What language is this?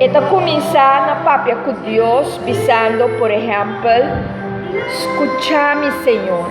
Papiamento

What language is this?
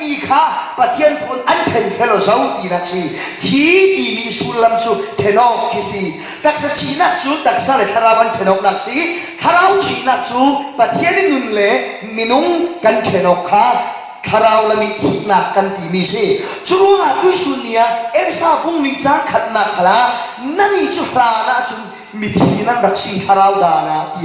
Falam Chin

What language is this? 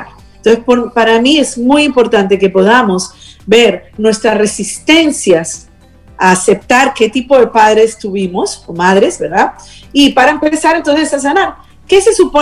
Spanish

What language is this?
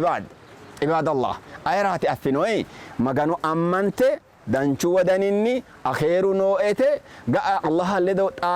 Sidamo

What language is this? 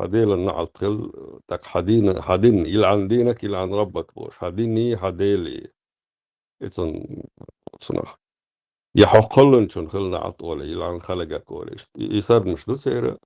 Chechen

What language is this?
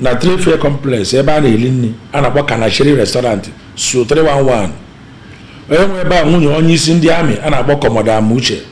Igbo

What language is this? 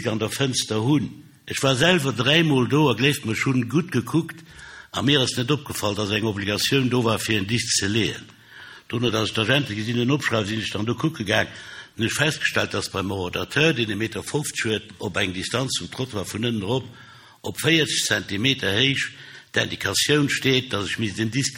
Luxembourgish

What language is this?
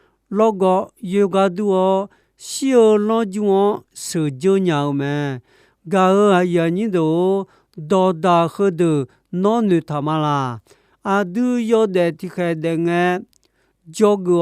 Akha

